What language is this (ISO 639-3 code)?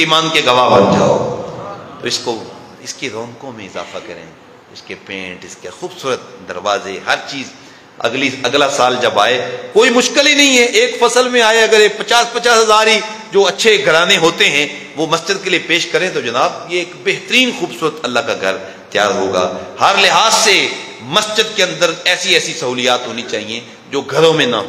urd